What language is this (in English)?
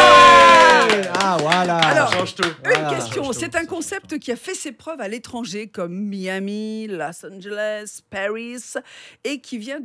French